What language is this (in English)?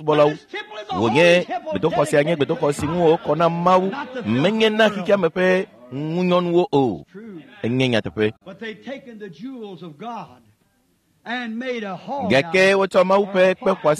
Ewe